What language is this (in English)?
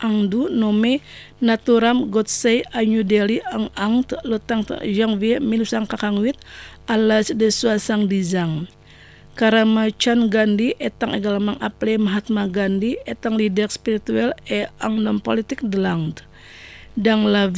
French